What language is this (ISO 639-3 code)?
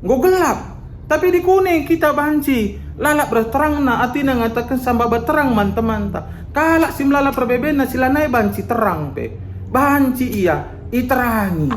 btx